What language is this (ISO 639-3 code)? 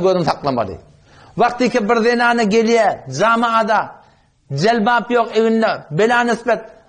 tuk